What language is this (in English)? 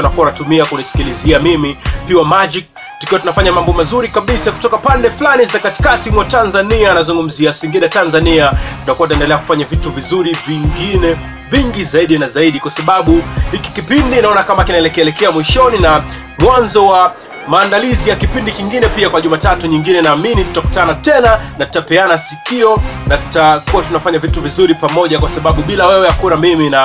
Swahili